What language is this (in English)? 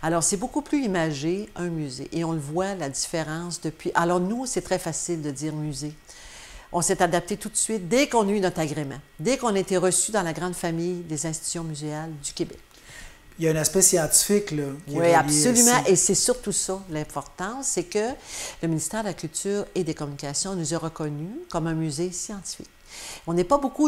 French